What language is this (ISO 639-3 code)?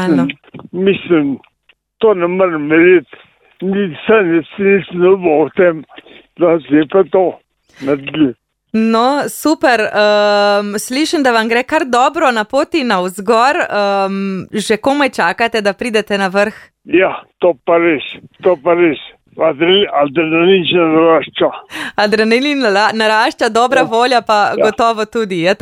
slv